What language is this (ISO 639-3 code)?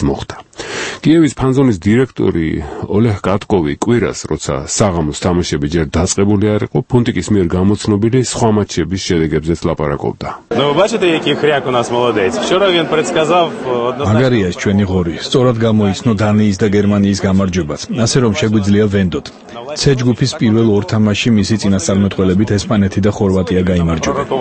kat